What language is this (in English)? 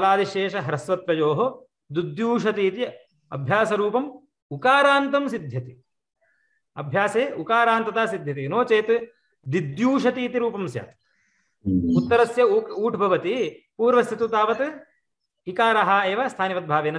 Sanskrit